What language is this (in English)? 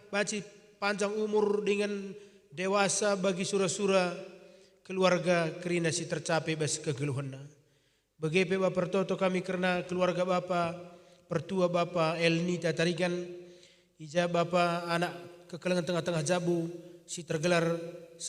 Batak Karo